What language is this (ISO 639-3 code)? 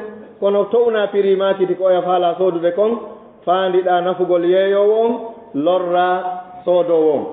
ful